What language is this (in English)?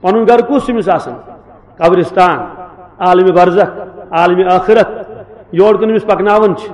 Kashmiri